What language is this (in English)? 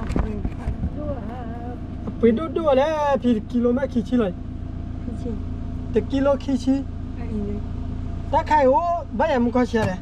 S'gaw Karen